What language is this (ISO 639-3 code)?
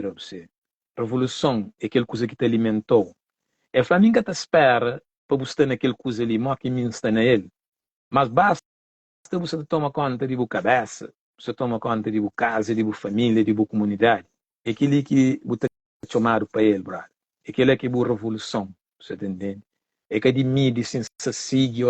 kea